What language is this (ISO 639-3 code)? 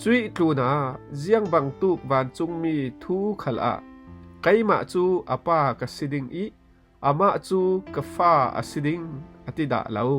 cfm